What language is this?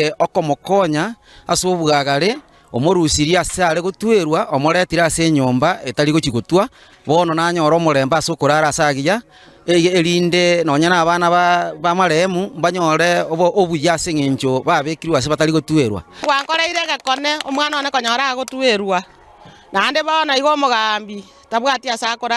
Gusii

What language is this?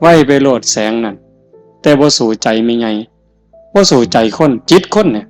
Northeastern Thai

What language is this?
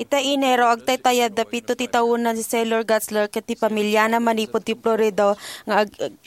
Iloko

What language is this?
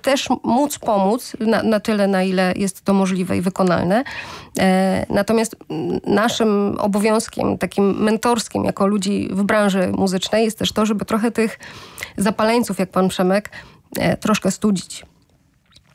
Polish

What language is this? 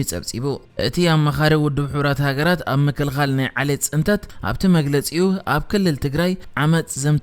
Tigrinya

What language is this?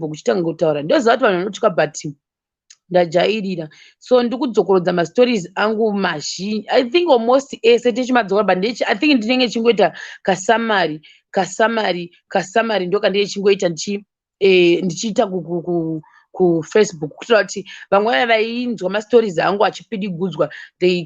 Shona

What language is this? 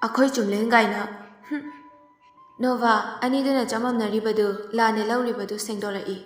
Manipuri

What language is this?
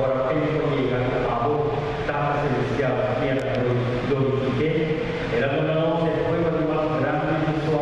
Papiamento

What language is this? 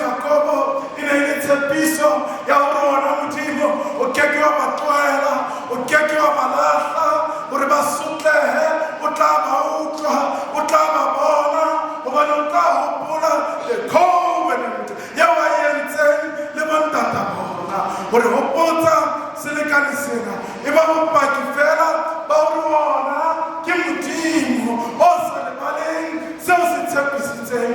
Southern Sotho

